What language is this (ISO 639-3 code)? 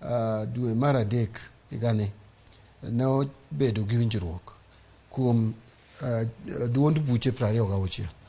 luo